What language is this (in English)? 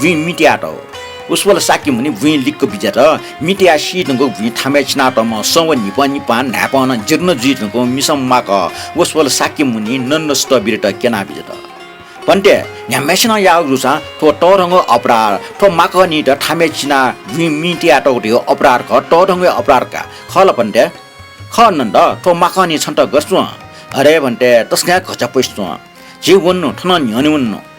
Newari